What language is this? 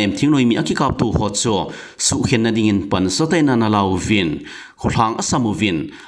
Thado Chin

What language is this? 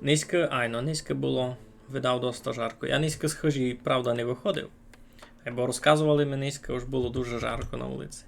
Rusyn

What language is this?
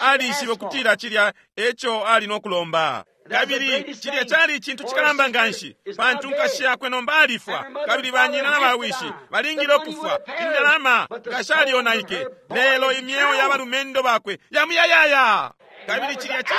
Bemba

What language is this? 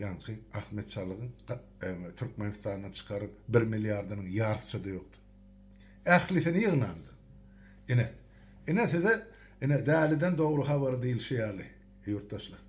Turkmen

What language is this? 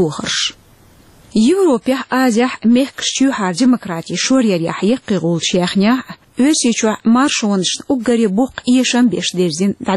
Chechen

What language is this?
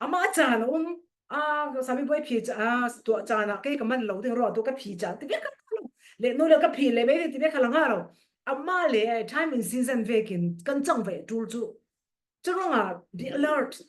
Falam Chin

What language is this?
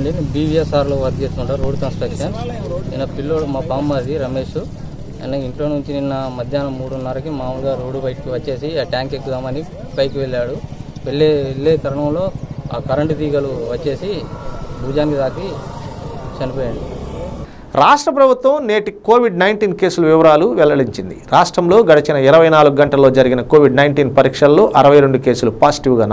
Telugu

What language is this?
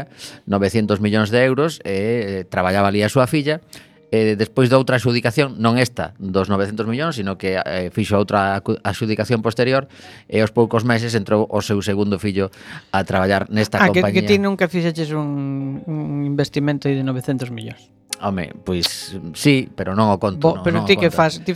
Galician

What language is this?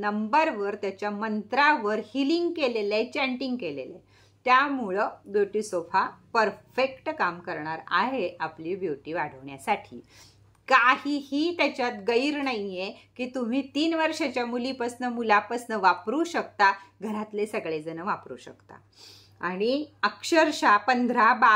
Marathi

